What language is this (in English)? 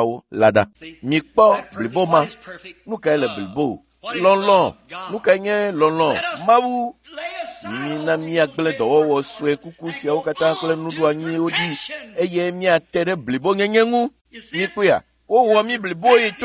Ewe